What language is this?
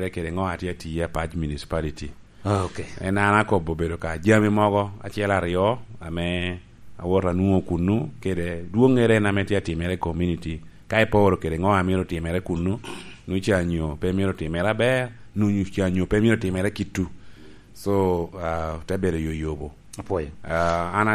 Lango (Uganda)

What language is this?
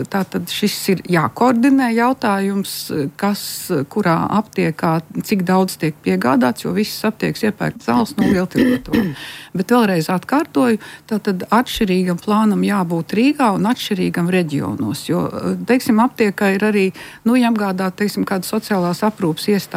Latvian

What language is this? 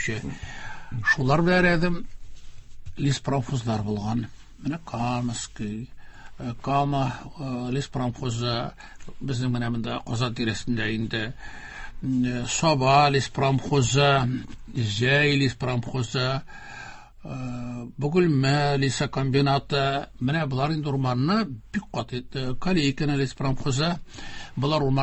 Tatar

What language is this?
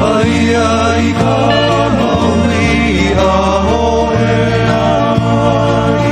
Hawaiian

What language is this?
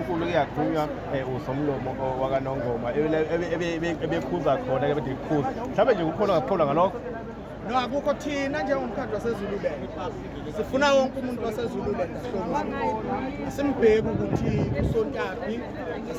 Zulu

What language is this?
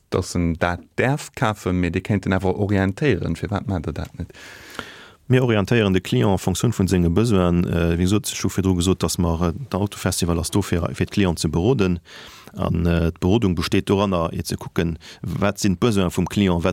Luxembourgish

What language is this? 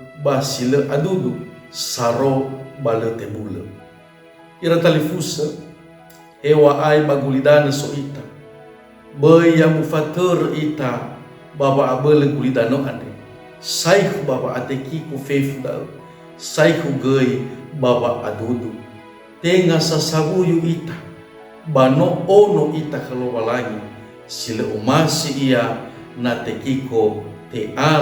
Nias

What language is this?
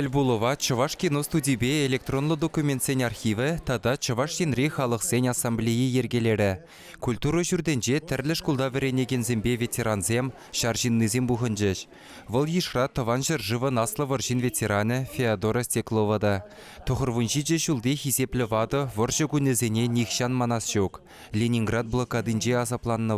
Chuvash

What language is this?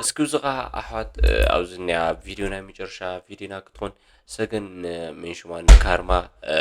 Tigrinya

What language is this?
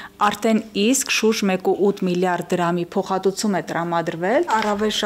Armenian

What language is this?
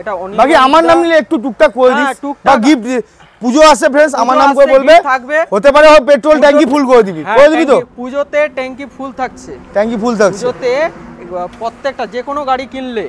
Bangla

